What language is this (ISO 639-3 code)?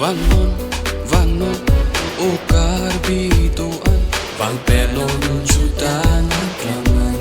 mjw